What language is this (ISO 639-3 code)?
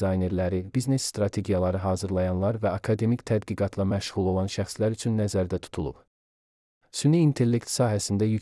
aze